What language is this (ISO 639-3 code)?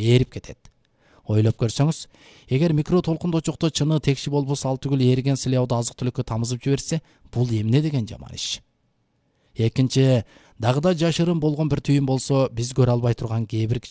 kir